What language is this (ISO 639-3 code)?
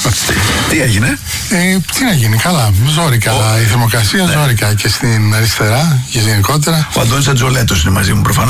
ell